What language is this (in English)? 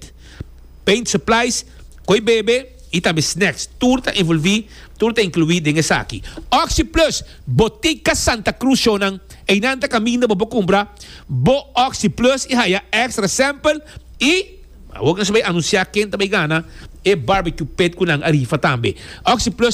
Papiamento